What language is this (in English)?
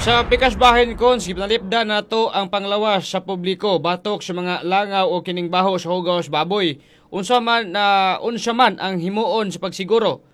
Cebuano